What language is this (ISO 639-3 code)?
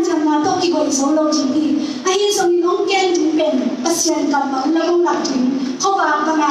ctd